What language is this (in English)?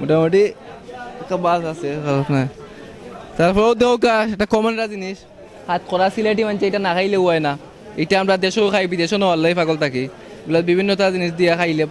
Sylheti